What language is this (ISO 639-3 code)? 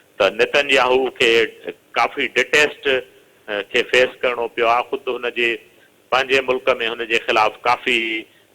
snd